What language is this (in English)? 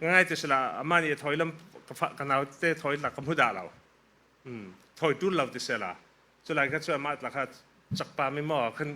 Falam Chin